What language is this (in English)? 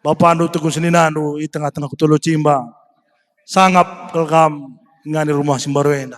Batak Karo